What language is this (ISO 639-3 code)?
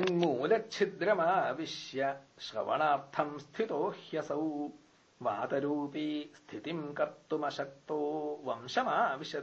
san